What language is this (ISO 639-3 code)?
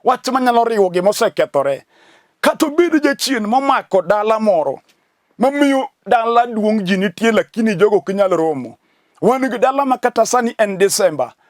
luo